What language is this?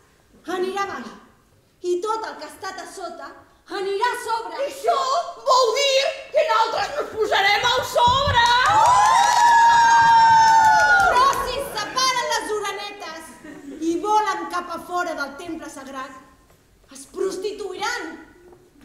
Catalan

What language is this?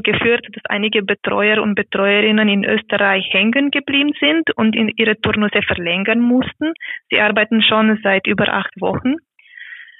German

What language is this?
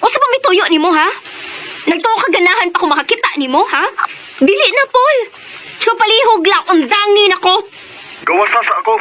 Cebuano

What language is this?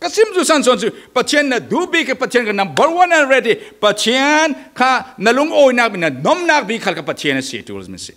Falam Chin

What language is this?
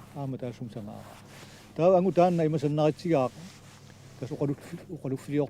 Kalaallisut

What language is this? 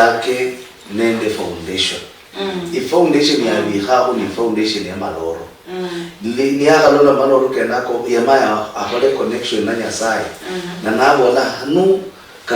Luyia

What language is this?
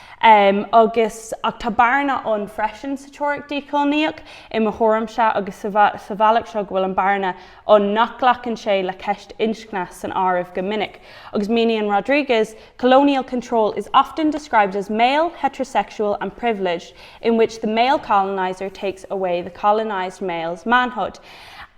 Irish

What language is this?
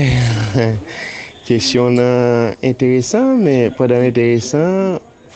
Haitian Creole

